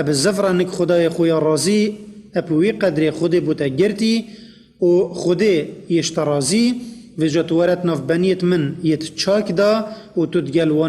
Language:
Kurdish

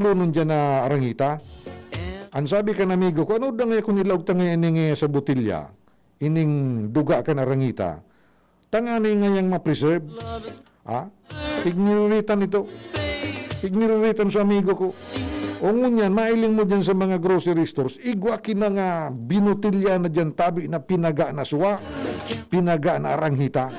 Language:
Bikol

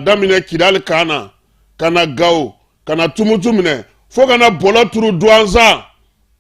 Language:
Bambara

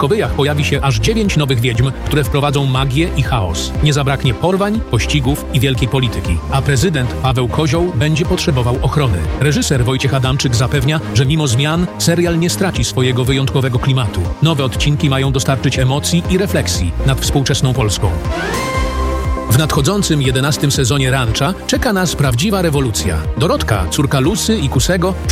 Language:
Polish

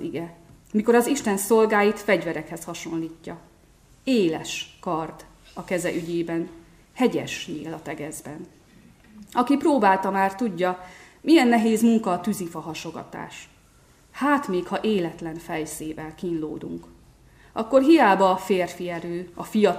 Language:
Hungarian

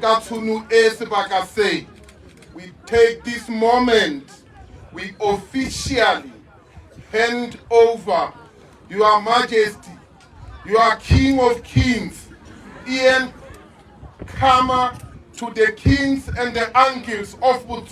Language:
Tswana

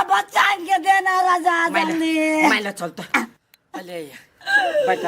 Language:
Maithili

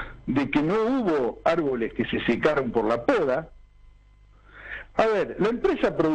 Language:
Spanish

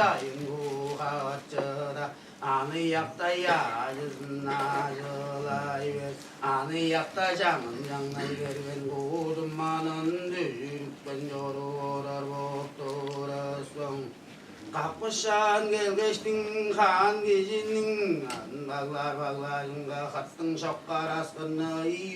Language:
Tuvinian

